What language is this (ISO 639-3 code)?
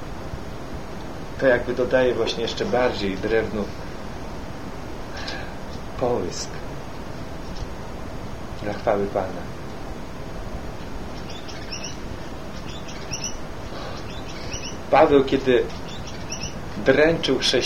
pol